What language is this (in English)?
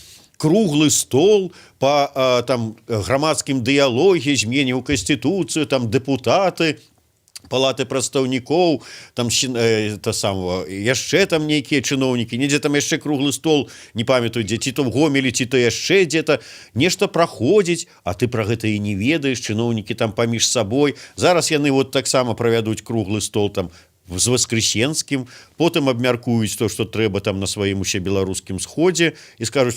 Belarusian